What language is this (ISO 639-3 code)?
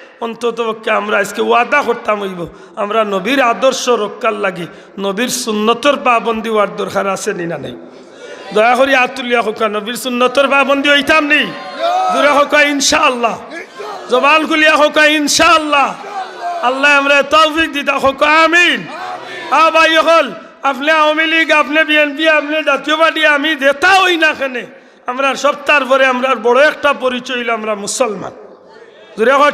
syl